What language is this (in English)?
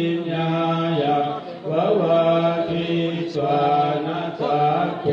Pali